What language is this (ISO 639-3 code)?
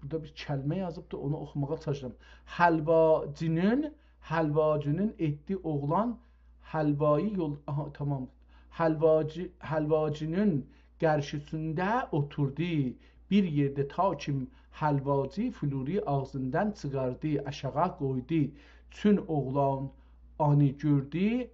azb